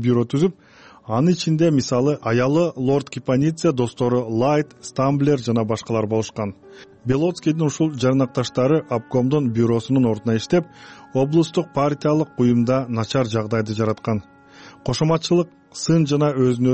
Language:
Kyrgyz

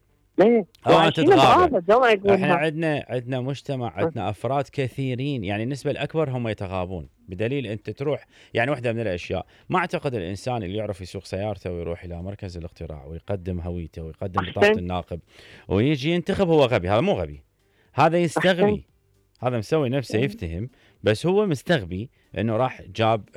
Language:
Mesopotamian Arabic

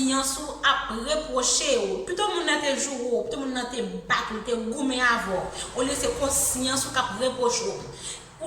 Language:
Haitian Creole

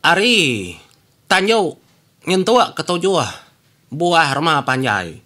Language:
Iban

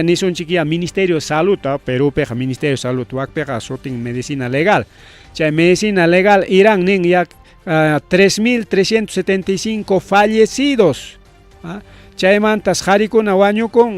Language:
Ayacucho Quechua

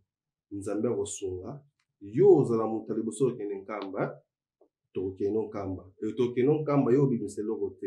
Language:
Lingala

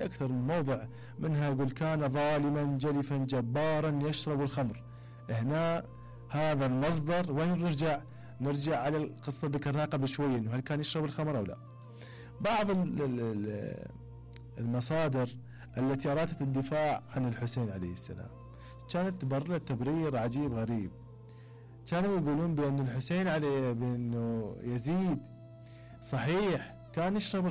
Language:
Mesopotamian Arabic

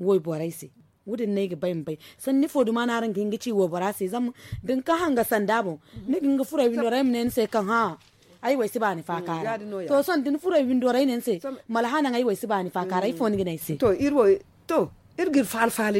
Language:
Zarma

